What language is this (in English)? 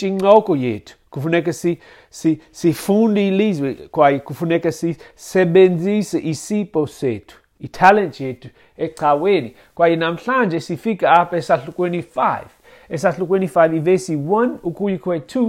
Xhosa